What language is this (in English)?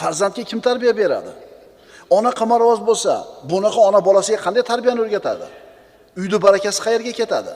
Uzbek